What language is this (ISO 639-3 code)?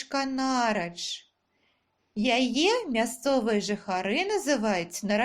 bel